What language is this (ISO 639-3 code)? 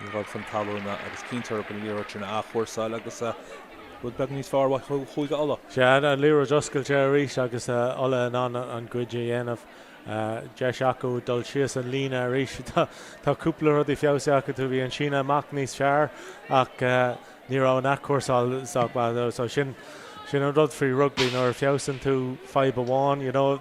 gle